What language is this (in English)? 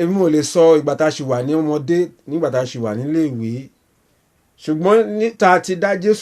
Yoruba